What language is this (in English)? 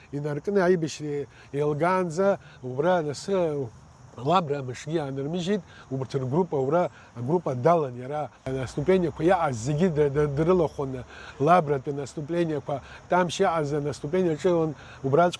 Abkhazian